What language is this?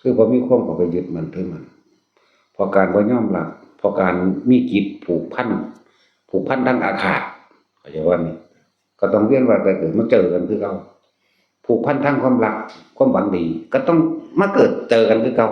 Northeastern Thai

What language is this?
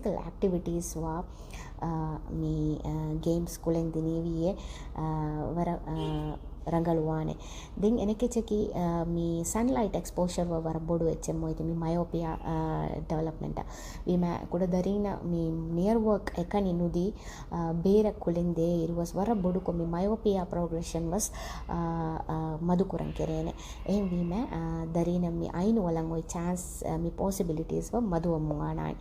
Divehi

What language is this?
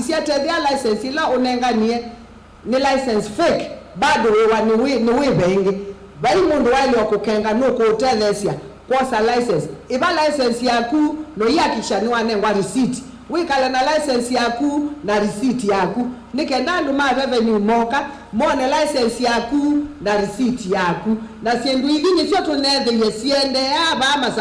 Kamba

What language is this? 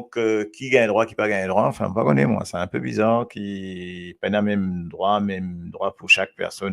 Morisyen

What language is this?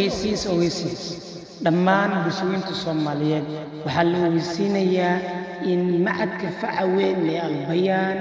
Somali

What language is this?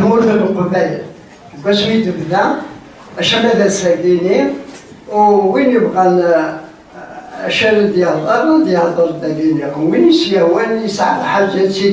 Kabyle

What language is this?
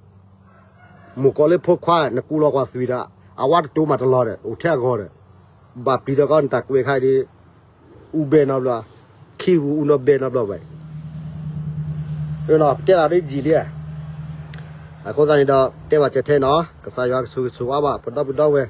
S'gaw Karen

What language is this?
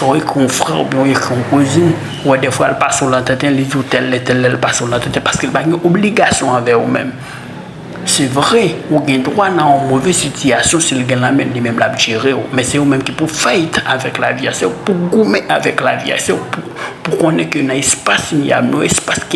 Haitian Creole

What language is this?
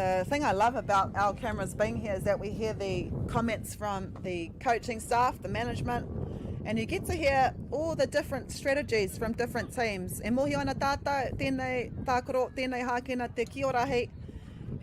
Māori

